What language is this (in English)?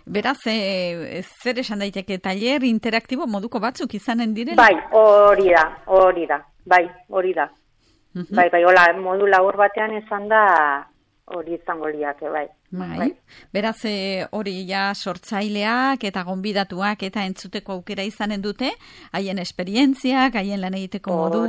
Basque